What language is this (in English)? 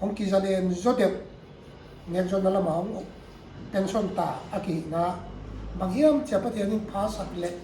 Paite Chin